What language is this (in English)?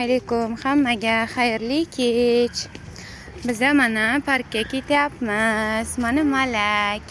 Uzbek